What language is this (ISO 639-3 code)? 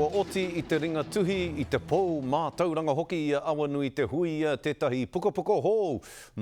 mri